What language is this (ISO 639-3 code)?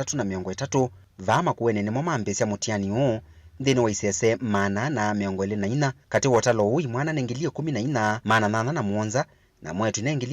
kam